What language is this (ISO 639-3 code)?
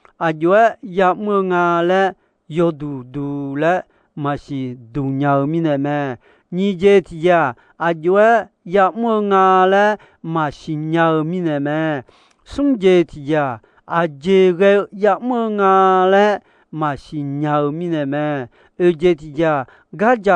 ahk